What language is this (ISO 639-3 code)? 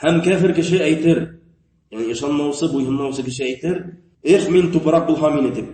bak